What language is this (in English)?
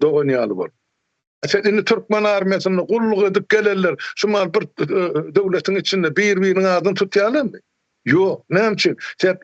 Turkmen